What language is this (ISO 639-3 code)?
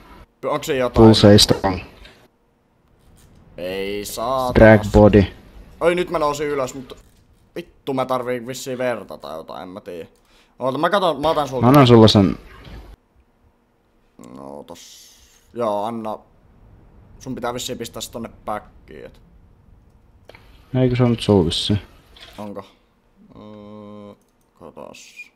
fin